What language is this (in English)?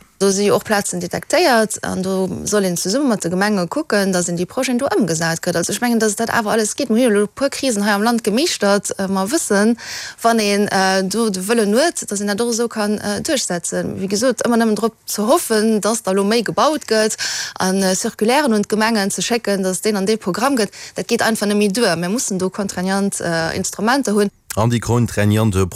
Luxembourgish